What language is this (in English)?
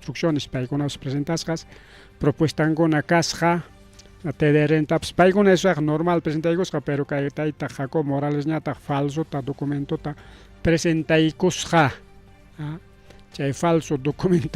Ayacucho Quechua